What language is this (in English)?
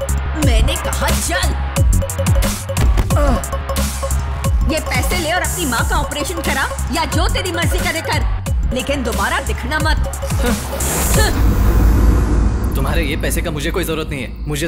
Hindi